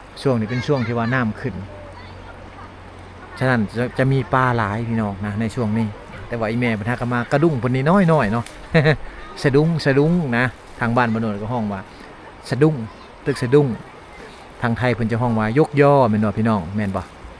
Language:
Lao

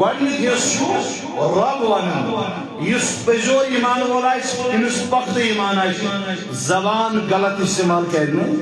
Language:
Kashmiri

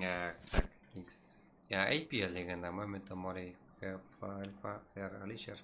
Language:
Kara-Kalpak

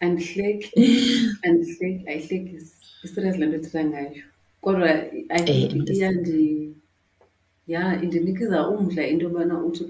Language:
Xhosa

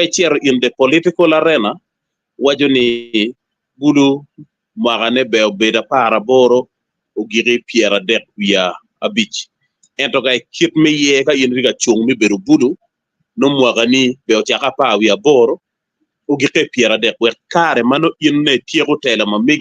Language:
Acoli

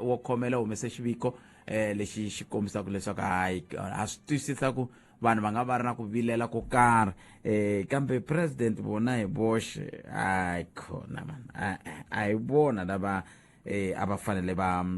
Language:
Tsonga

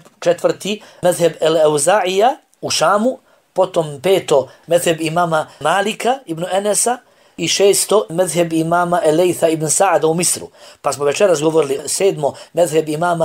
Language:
Bosnian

